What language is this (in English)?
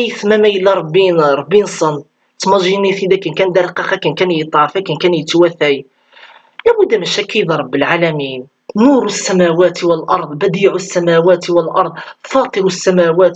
Kabyle